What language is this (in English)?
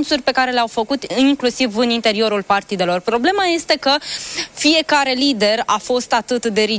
Romanian